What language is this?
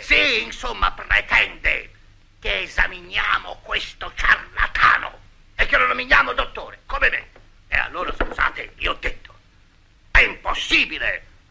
Italian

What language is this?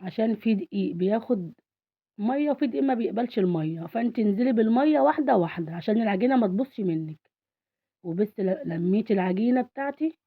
Egyptian Arabic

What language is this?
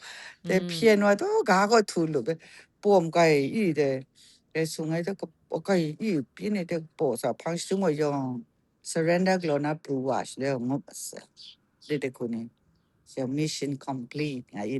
Kachin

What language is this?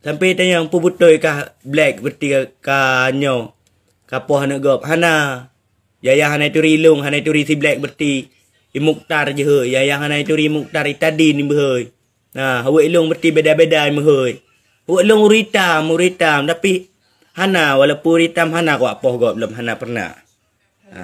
Achinese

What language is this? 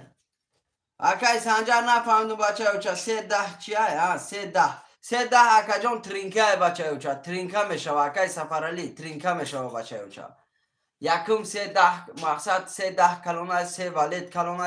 Tajik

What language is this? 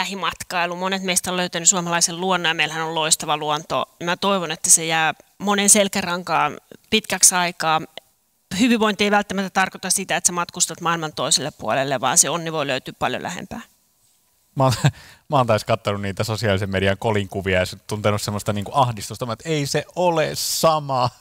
Finnish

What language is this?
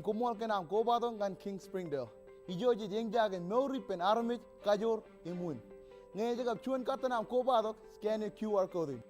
Marshallese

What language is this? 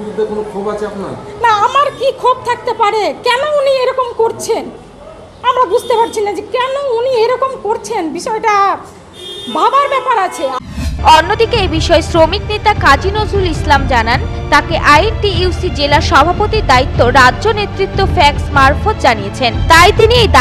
Bangla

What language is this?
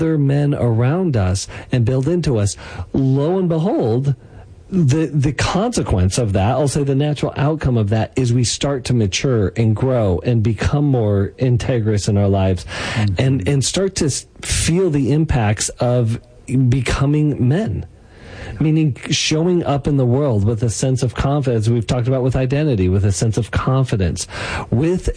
English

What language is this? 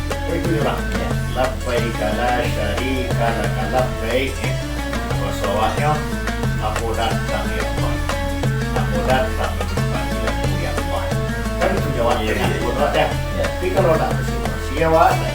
Minangkabau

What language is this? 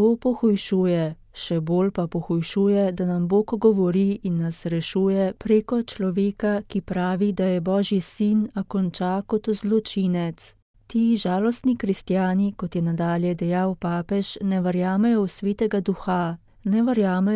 Slovenian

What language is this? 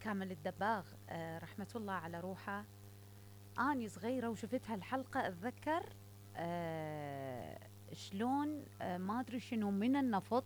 Mesopotamian Arabic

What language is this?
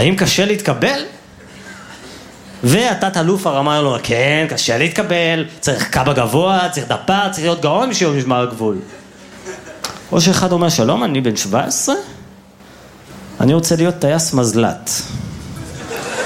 Hebrew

